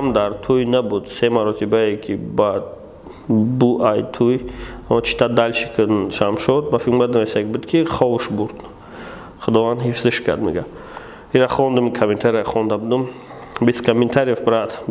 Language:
Tajik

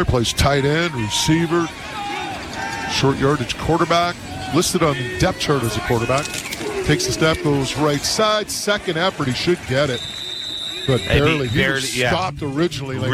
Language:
English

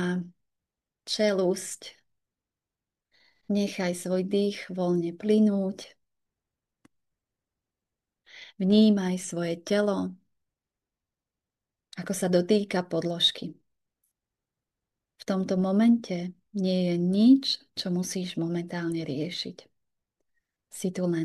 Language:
Slovak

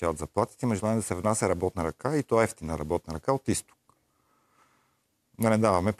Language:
Bulgarian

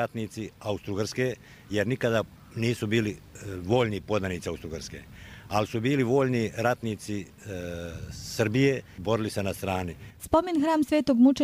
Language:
Croatian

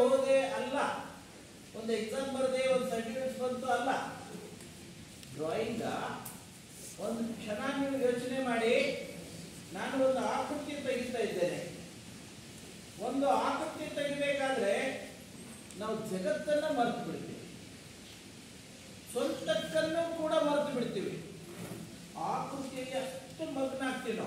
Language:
Kannada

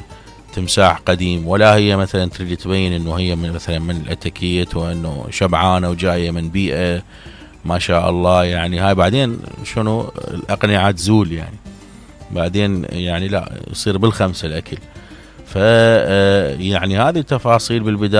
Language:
Mesopotamian Arabic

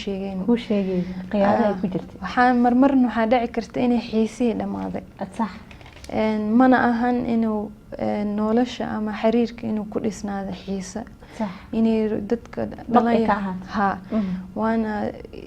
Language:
Somali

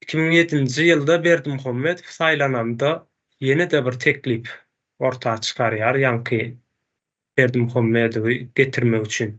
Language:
Turkmen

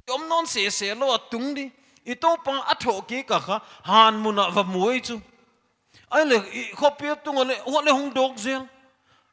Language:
Paite Chin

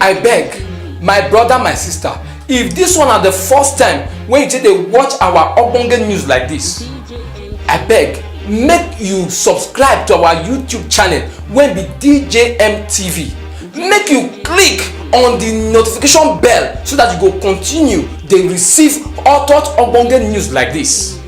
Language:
Nigerian Pidgin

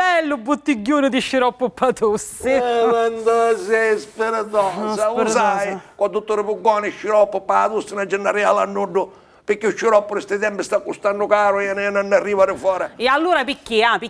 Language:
Sicilian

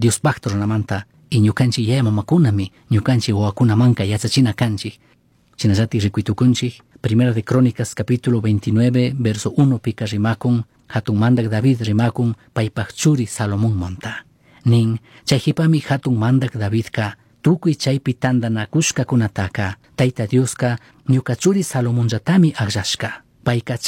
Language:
Chimborazo Highland Quichua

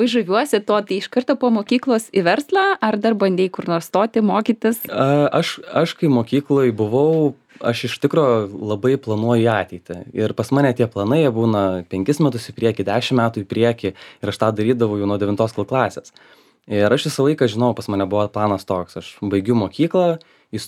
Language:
Lithuanian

